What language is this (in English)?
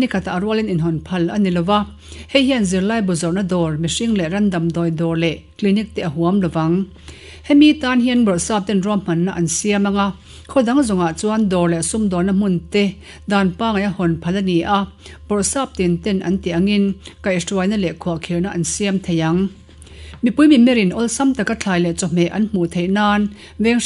Mizo